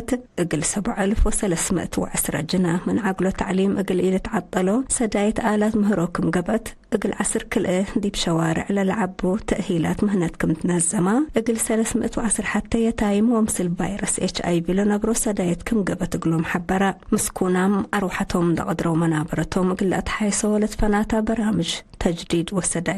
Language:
Tigre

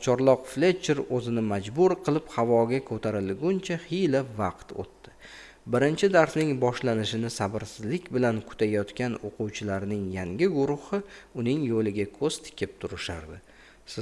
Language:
Uzbek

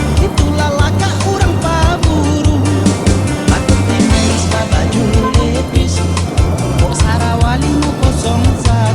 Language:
Minangkabau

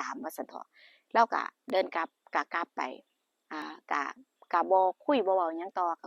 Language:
Northeastern Thai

